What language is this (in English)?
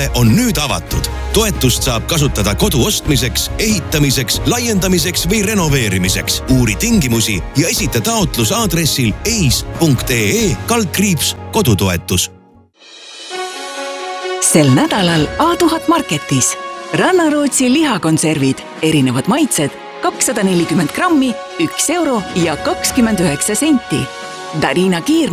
Estonian